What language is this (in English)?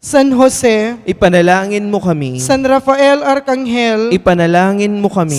Pampanga